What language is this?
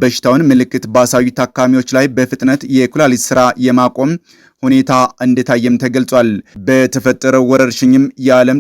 Amharic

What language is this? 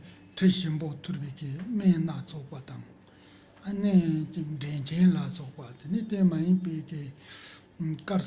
Tibetan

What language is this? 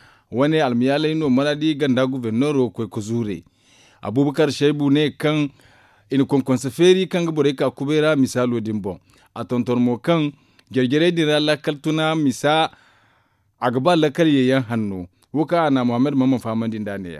Zarma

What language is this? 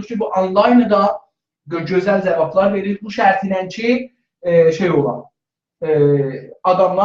South Azerbaijani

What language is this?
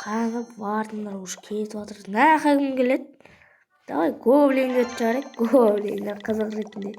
Kazakh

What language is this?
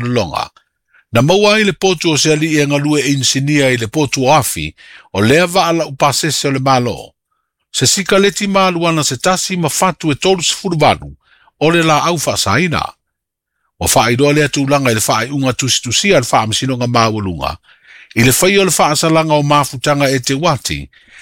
Samoan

